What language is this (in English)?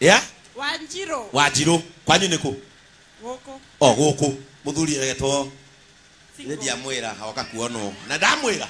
Kikuyu